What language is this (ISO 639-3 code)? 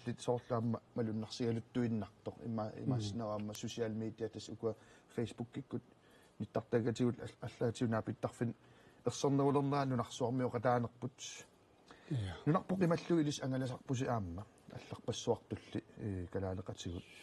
kal